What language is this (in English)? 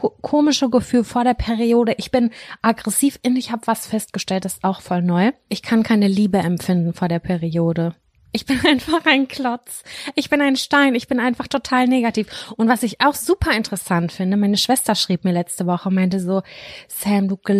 German